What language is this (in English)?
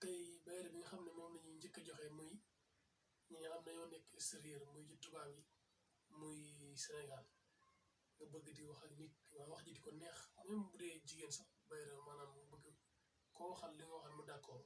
Wolof